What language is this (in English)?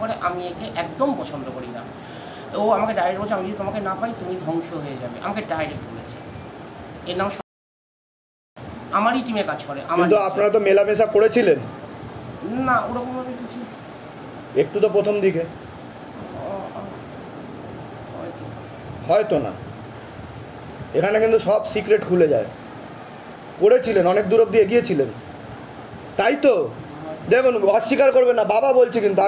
Bangla